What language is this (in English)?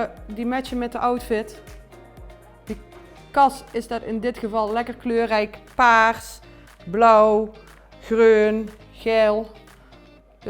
Limburgish